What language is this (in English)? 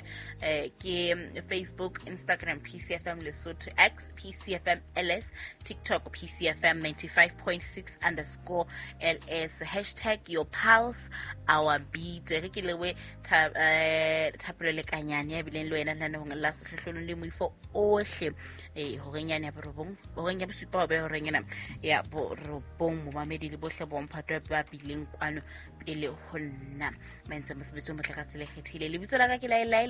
Southern Sotho